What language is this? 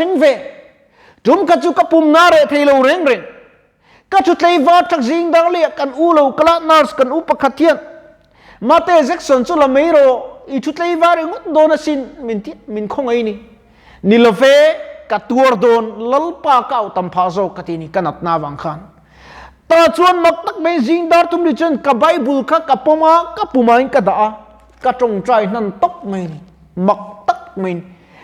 Mizo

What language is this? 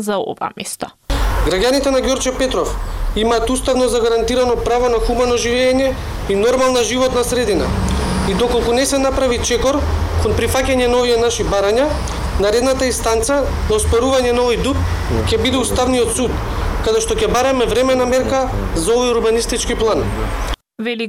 Macedonian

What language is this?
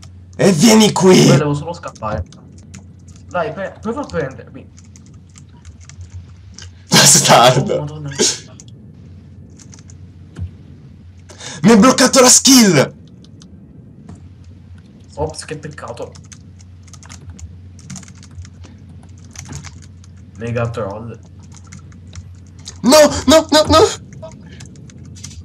Italian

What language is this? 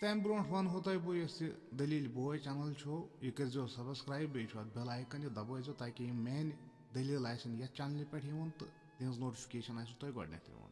Kashmiri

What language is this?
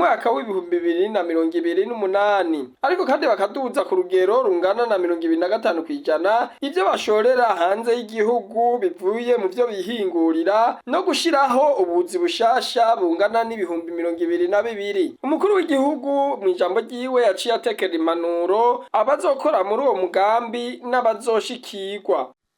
Rundi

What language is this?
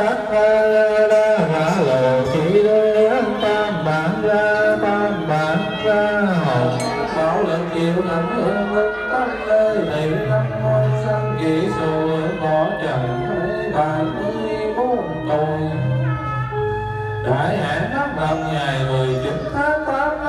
Vietnamese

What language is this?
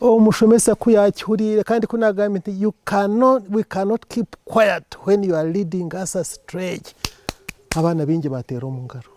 Nyankole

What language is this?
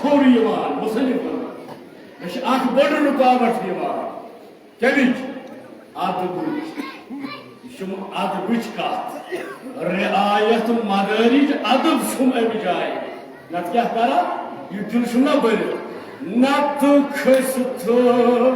Kashmiri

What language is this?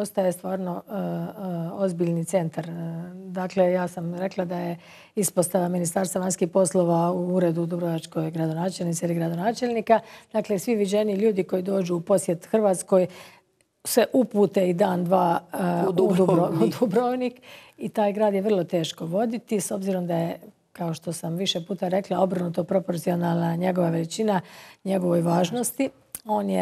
Croatian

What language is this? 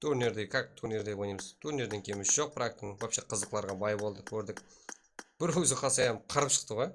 Kara-Kalpak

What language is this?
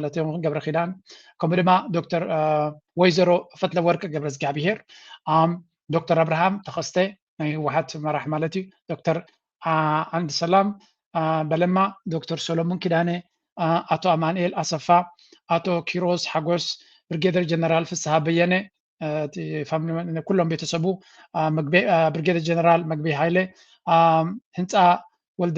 Tigrinya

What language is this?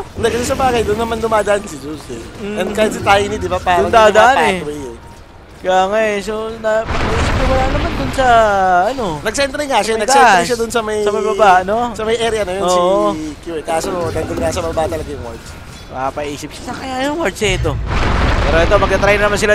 Filipino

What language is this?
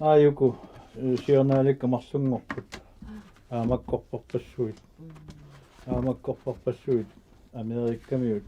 Kalaallisut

